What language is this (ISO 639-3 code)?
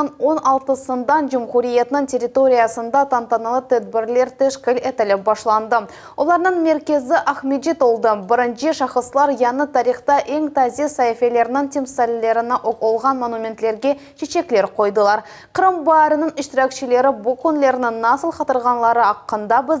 crh